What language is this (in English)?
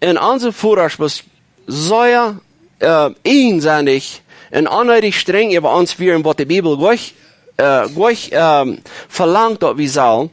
Plautdietsch